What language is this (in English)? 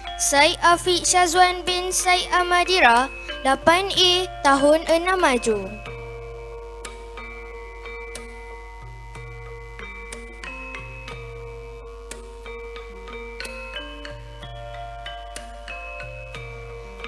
Malay